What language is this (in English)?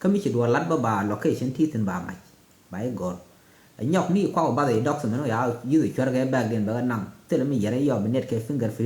Nuer